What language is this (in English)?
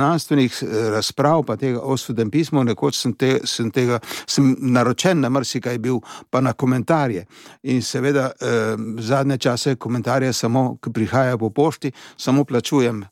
Slovenian